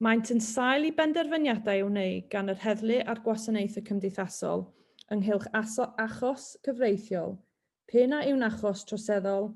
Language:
Welsh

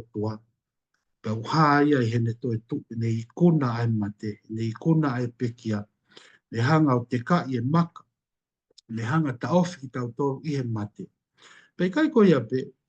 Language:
Tongan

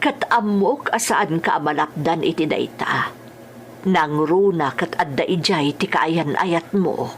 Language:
Iloko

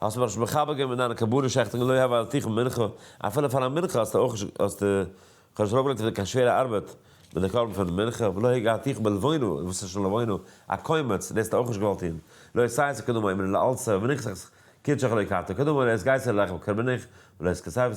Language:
Yiddish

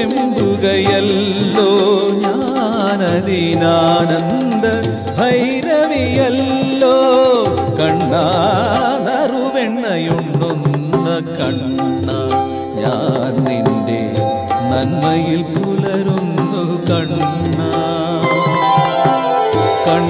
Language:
Malayalam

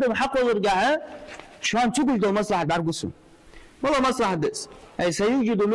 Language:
Ingush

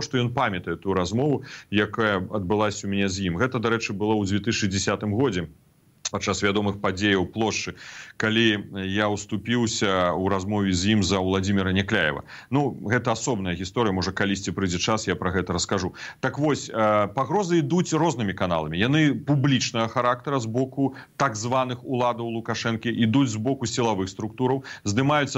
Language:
Belarusian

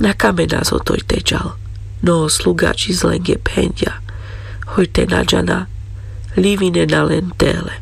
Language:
Carpathian Romani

